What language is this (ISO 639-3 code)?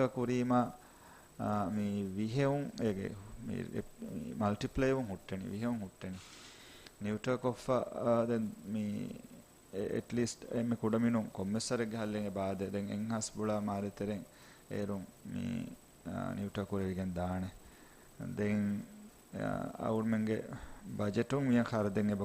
div